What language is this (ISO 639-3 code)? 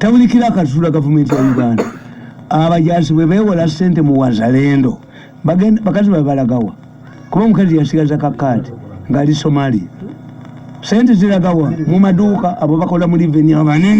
lug